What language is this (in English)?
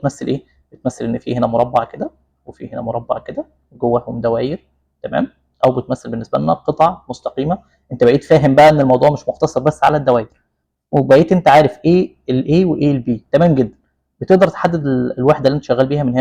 Egyptian Arabic